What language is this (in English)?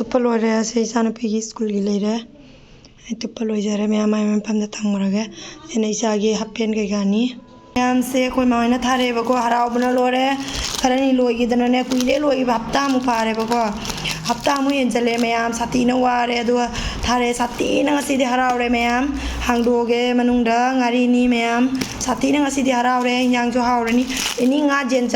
Manipuri